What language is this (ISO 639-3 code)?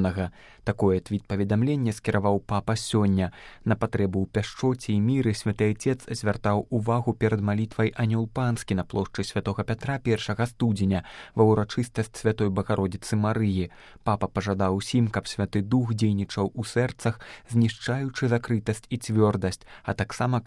bel